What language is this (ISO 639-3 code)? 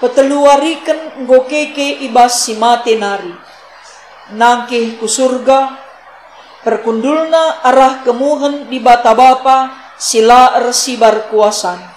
btx